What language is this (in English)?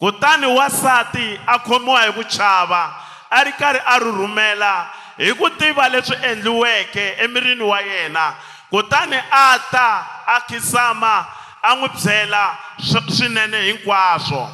Tsonga